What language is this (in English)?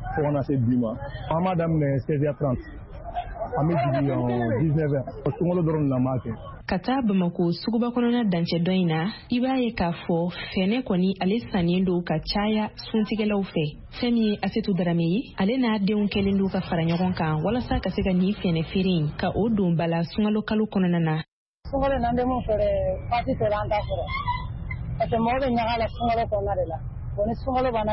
Bambara